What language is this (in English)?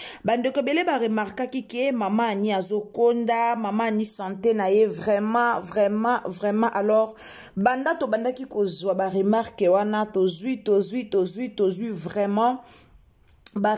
Lingala